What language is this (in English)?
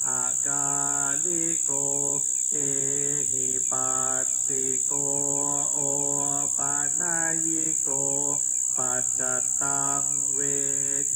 Pali